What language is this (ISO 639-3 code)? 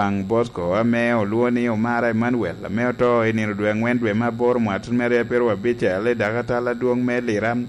laj